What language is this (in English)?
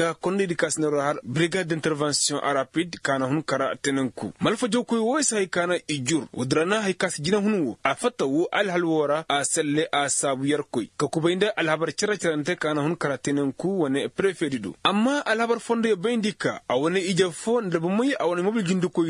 Koyraboro Senni